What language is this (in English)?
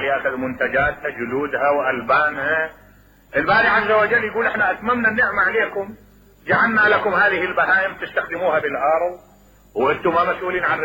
Mesopotamian Arabic